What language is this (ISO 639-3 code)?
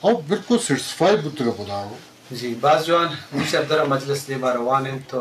bgp